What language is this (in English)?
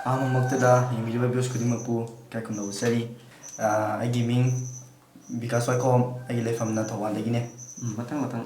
Manipuri